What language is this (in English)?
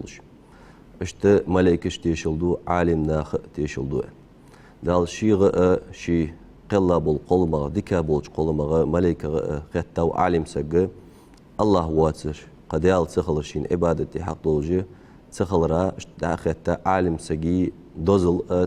Ingush